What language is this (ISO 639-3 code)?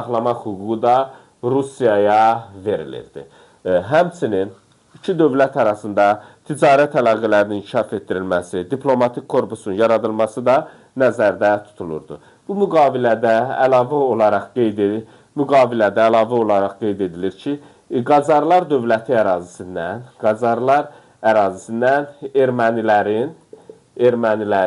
aze